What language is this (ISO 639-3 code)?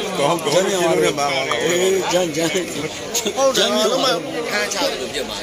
mya